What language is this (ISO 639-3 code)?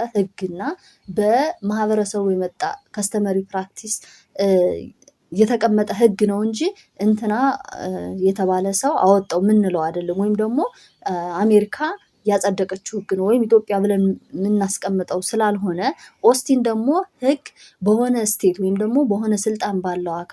amh